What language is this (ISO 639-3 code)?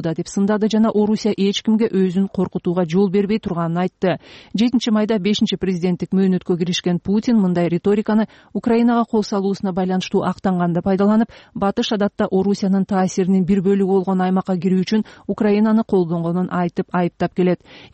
kir